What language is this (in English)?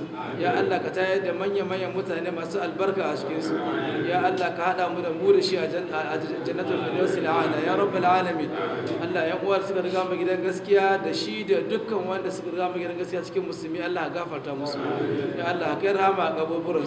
Hausa